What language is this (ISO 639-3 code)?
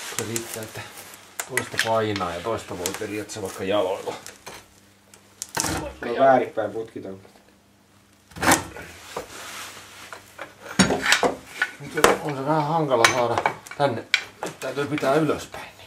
fin